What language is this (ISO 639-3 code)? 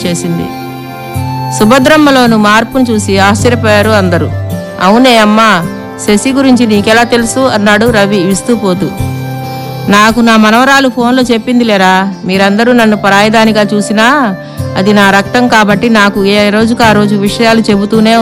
tel